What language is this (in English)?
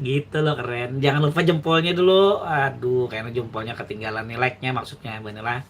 Banjar